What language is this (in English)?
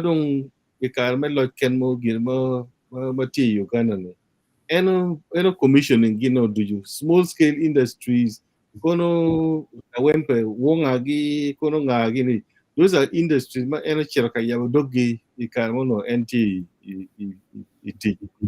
Acoli